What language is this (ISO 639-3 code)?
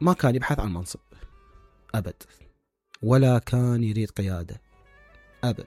acm